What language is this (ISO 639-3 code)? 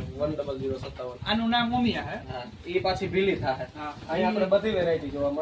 guj